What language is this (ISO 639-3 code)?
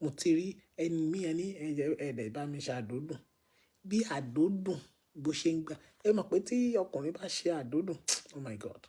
yor